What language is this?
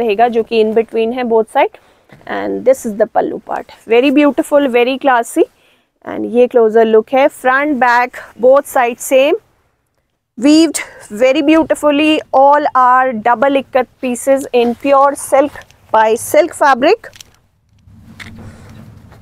Hindi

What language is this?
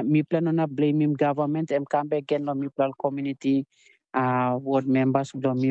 Tok Pisin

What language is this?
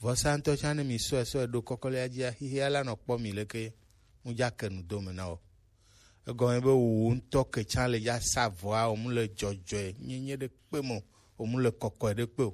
Gen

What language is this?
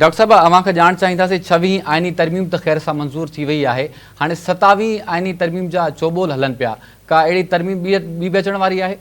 Sindhi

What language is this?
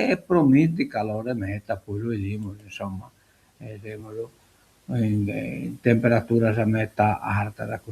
Sardinian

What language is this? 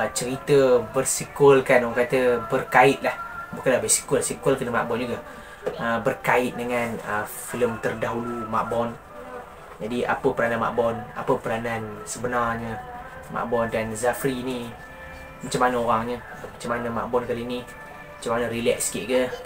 Malay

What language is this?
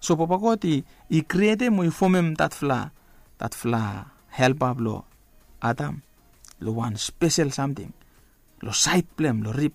Bislama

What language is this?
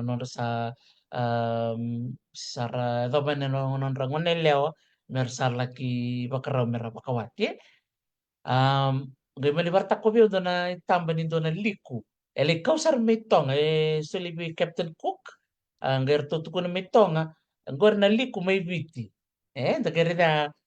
Fijian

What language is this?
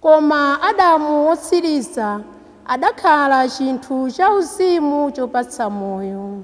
Nyanja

